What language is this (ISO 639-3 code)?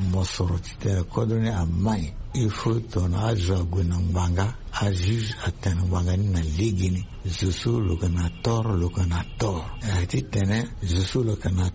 sag